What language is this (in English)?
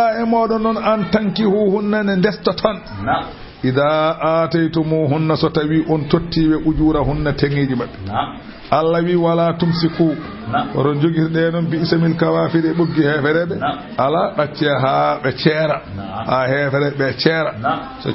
Fula